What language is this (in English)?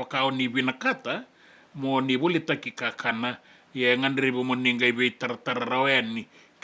Fijian